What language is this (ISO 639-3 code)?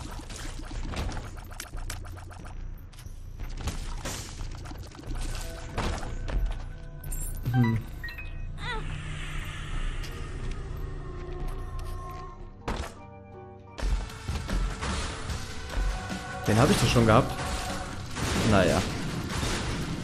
deu